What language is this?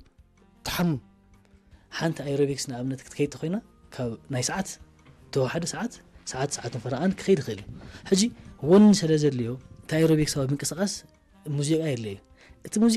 Tigrinya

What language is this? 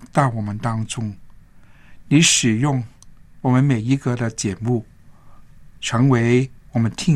Chinese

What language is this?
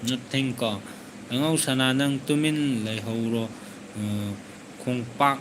Manipuri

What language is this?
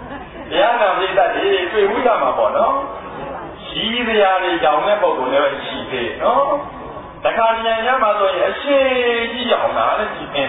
Burmese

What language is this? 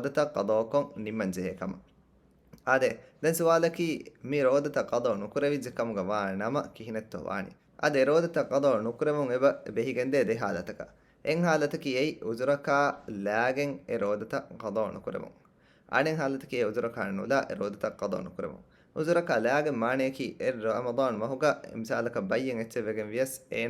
Divehi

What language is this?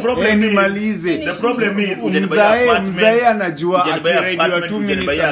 Swahili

